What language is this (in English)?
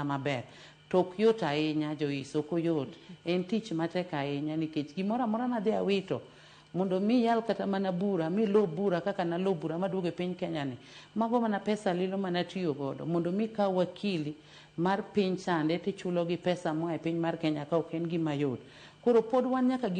Luo (Kenya and Tanzania)